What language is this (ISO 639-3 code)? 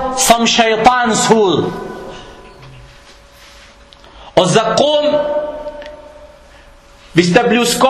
dan